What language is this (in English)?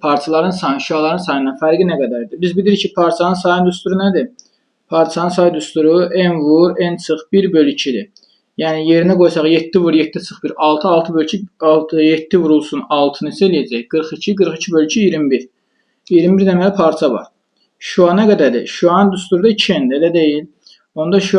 Azerbaijani